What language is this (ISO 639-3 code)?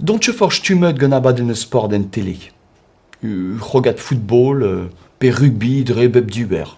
bre